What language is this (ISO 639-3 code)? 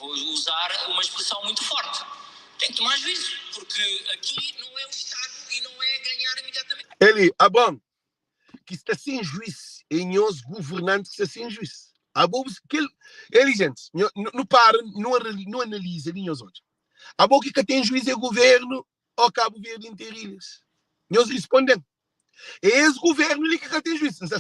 kea